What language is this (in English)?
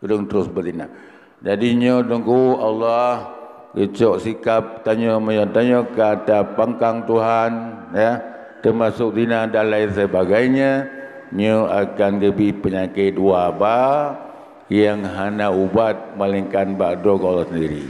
Achinese